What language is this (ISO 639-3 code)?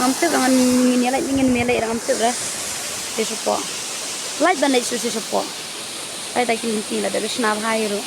kha